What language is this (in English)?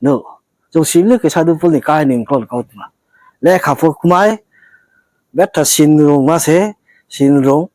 Riang (India)